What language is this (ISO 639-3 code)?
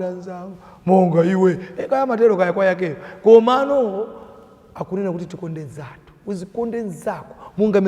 nya